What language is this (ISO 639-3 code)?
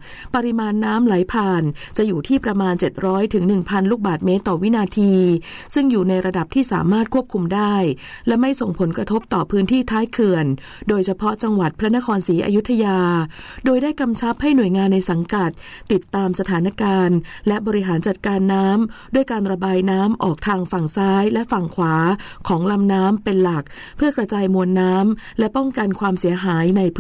tha